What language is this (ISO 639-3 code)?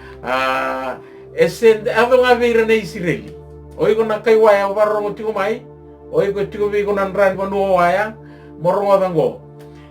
fij